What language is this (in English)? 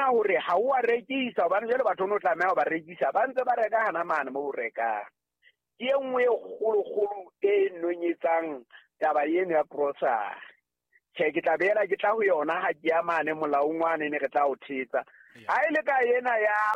Southern Sotho